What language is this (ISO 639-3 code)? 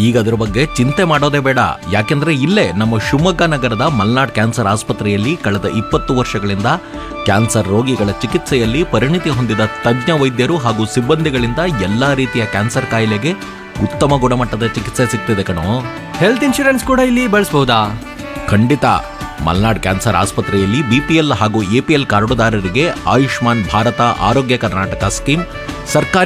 kan